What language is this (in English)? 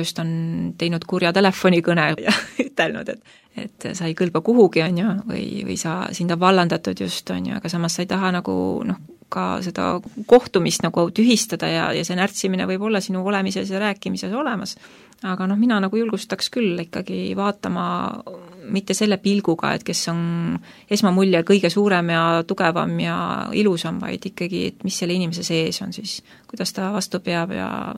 Estonian